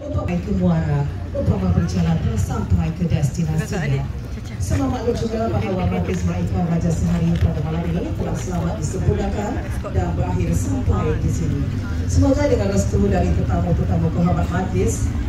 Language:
Malay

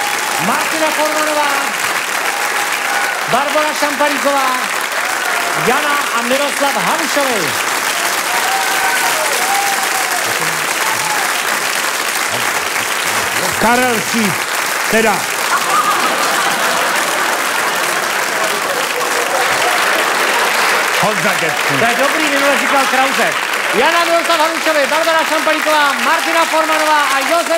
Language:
Czech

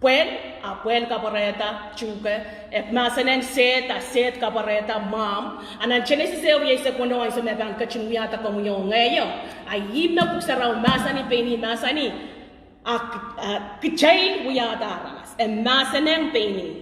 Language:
Pohnpeian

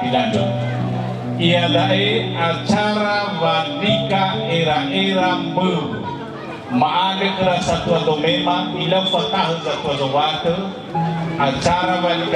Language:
Nias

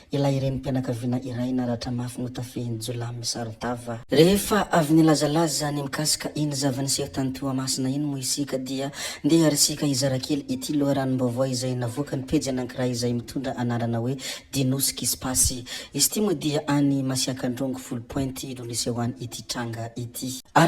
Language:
Malagasy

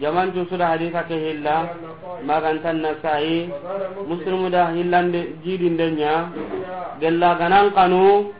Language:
Soninke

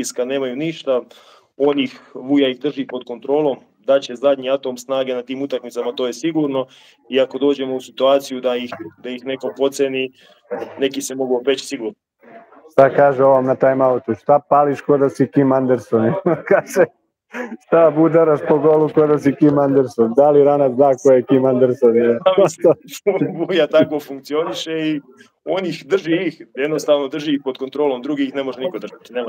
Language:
Serbian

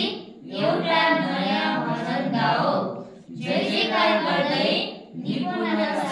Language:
Nepali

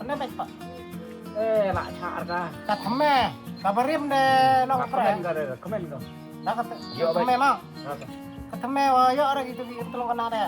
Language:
Khasi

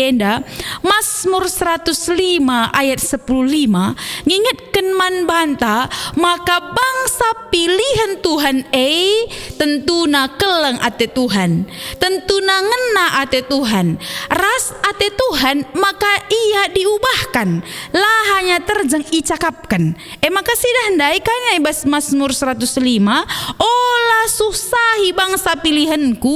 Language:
Batak Karo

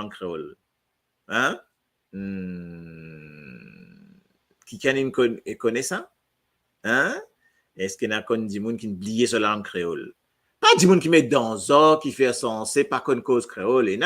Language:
Morisyen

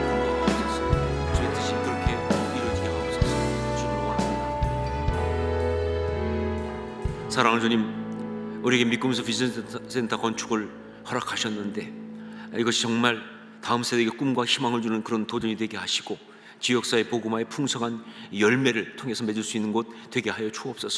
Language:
Korean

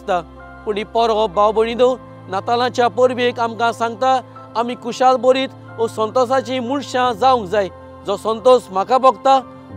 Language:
Konkani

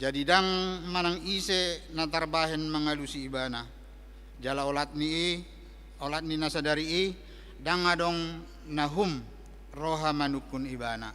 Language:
Batak Toba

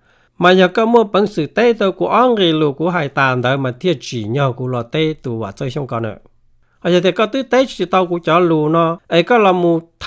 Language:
Hmong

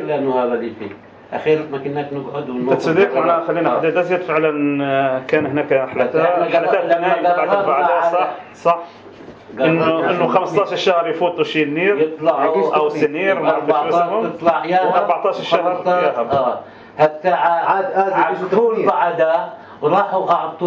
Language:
North Levantine Arabic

